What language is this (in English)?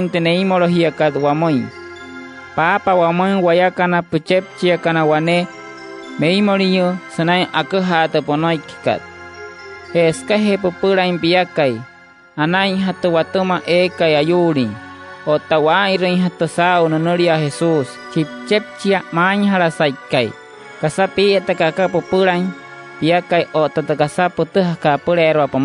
Wayuu